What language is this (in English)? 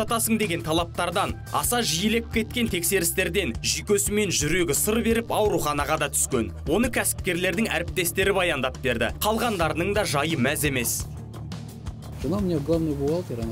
Kazakh